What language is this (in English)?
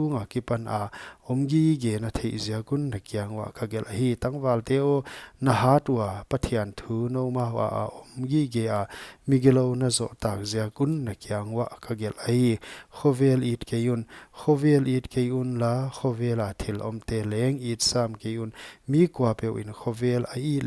Paite Chin